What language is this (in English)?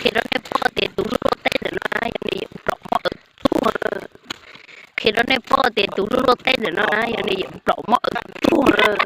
Hmong